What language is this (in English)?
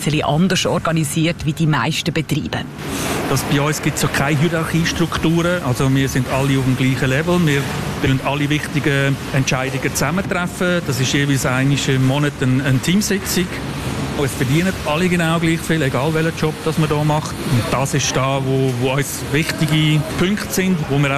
German